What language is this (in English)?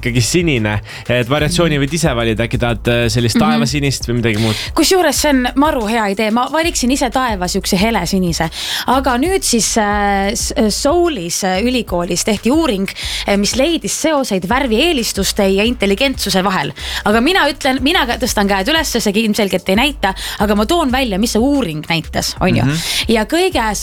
Estonian